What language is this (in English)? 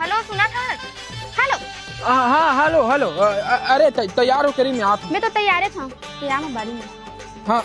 Chhattisgarhi